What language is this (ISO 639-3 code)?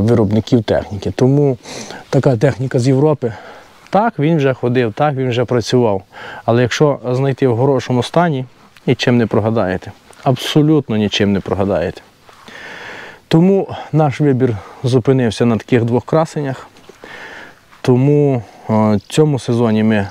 ukr